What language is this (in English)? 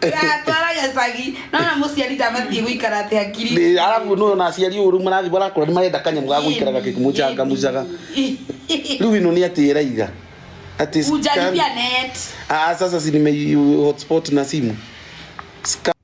Kikuyu